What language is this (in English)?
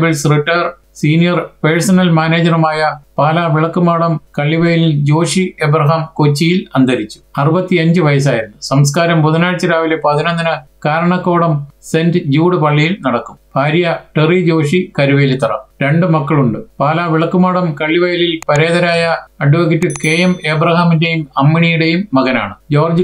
Malayalam